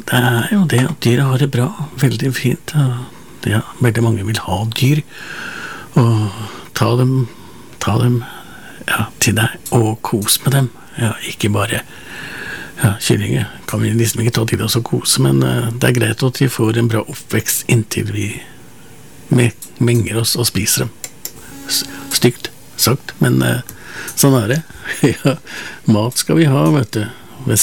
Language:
Norwegian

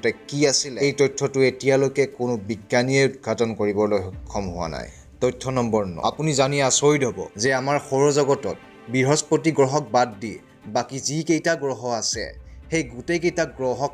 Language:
Assamese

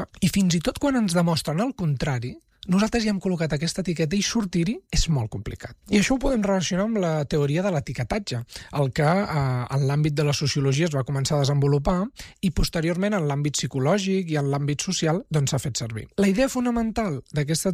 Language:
Catalan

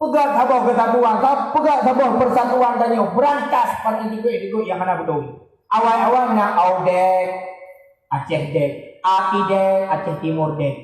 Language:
Achinese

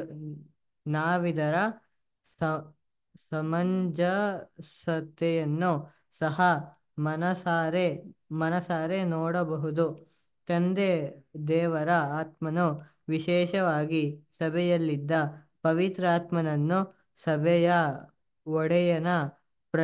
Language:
Kannada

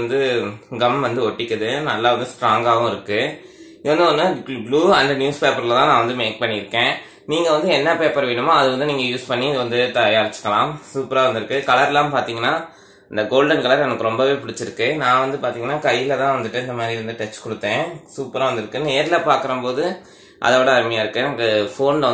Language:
Tamil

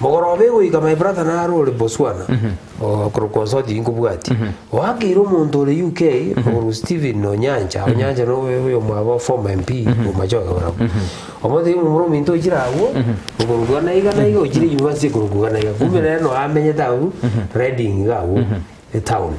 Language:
Gusii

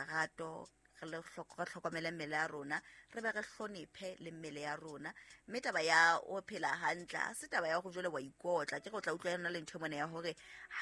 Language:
Southern Sotho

